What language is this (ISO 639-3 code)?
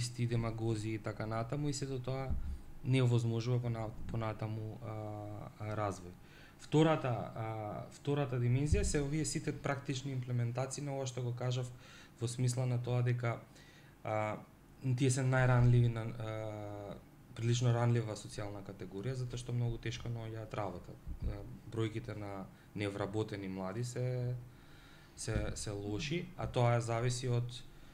mkd